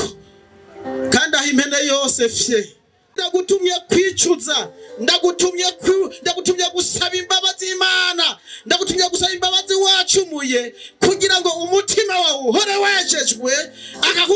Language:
Rundi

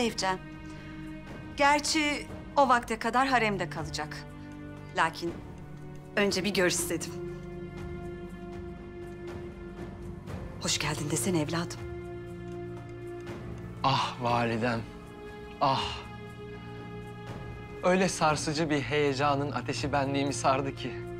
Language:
Turkish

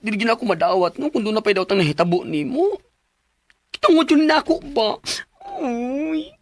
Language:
Cebuano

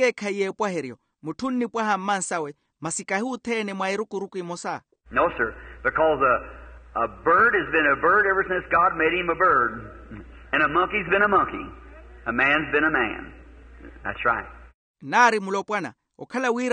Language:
Makhuwa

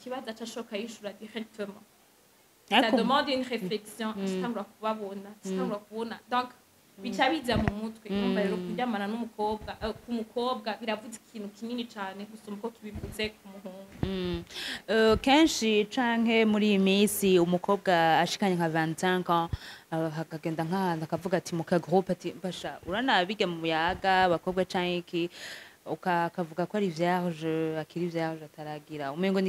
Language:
Rundi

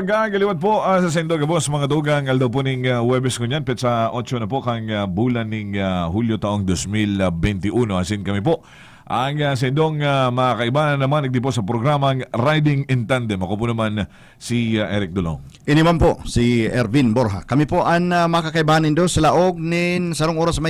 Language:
Bikol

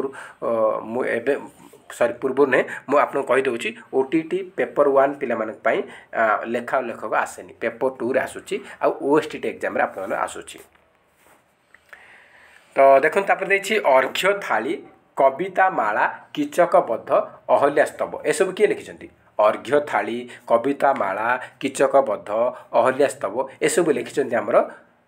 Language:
Odia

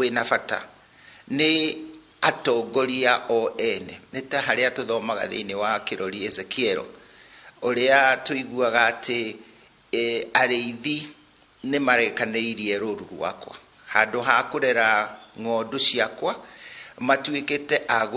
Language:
Kikuyu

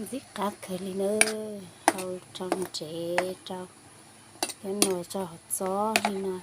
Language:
Hmong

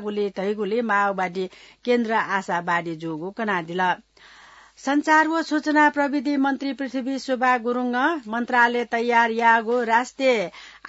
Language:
Newari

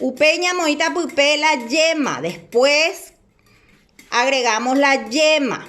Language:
Guarani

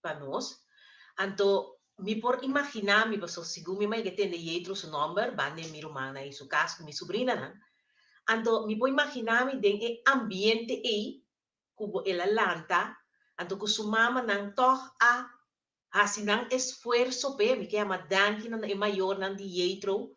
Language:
Papiamento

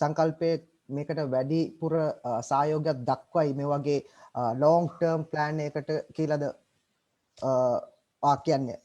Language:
Sinhala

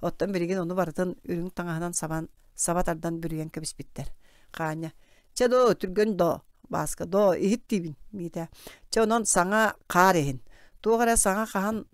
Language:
Yakut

